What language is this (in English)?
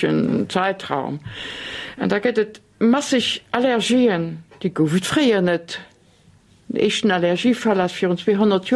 Luxembourgish